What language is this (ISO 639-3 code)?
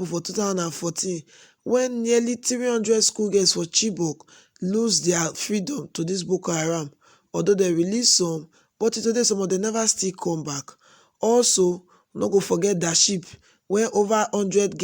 pcm